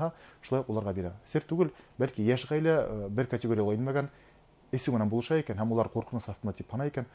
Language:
Bashkir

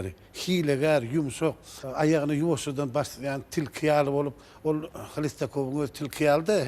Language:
Turkmen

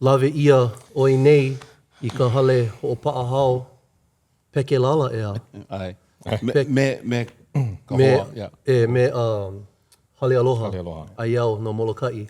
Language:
Hawaiian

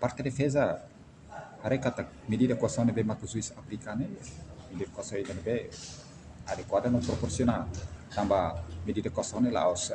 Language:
Tetum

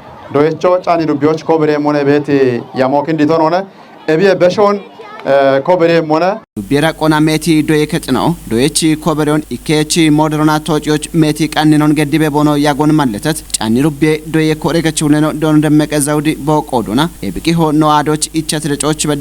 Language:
Kafa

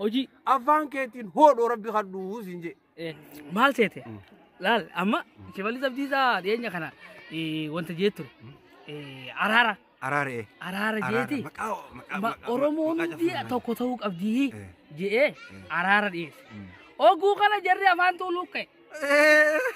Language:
Oromo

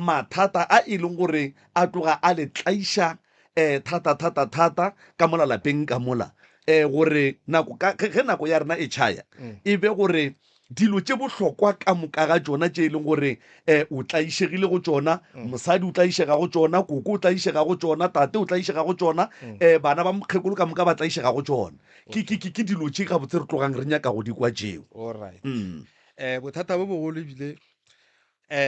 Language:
Northern Sotho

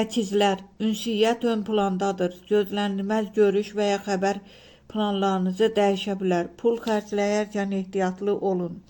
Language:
Azerbaijani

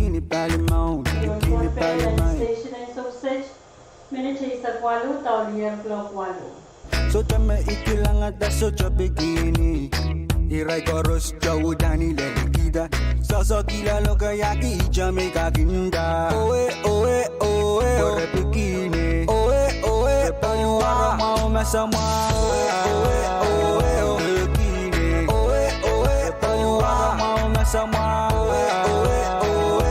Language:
Pohnpeian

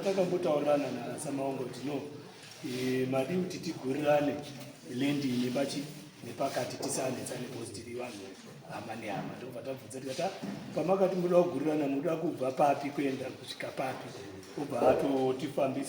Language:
Shona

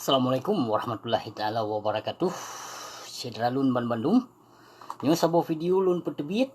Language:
Achinese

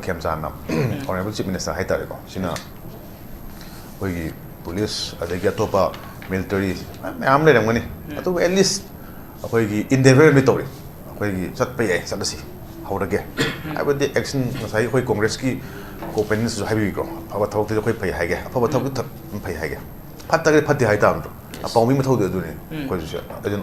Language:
Manipuri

